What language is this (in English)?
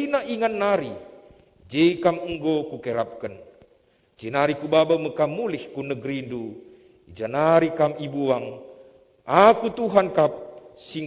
Batak Karo